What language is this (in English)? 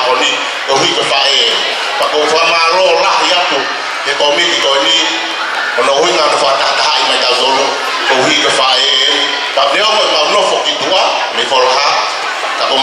Tongan